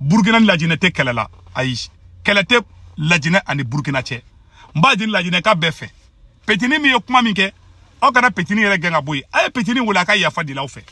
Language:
Bambara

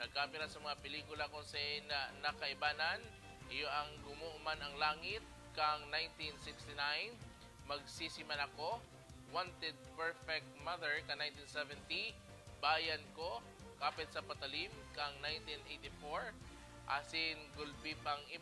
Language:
Bikol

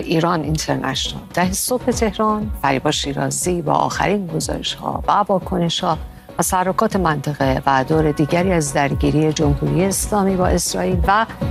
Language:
Persian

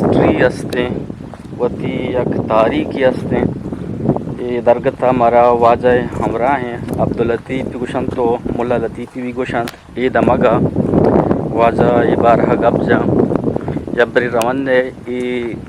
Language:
Eastern Balochi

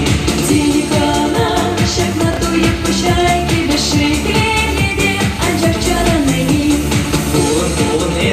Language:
Chuvash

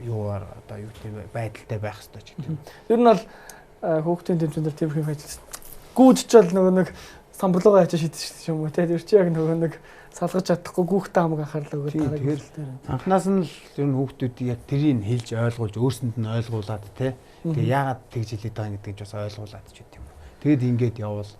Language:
Mongolian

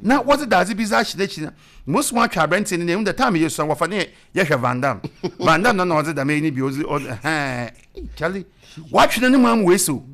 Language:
Akan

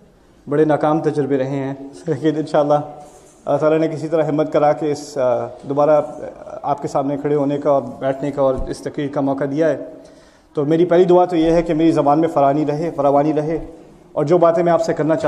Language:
Urdu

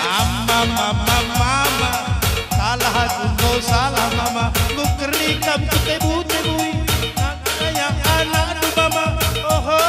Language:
Batak Karo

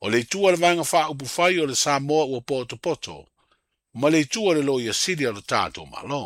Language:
Samoan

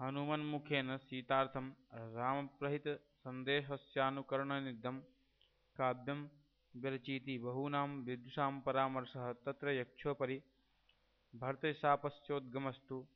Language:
Sanskrit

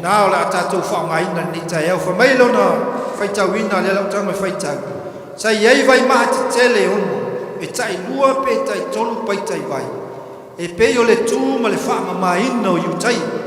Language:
Samoan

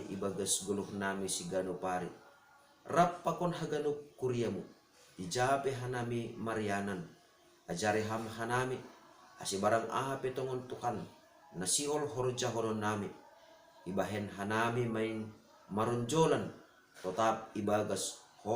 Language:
Batak Simalungun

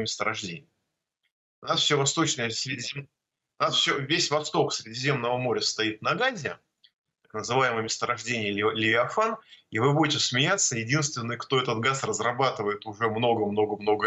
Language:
Russian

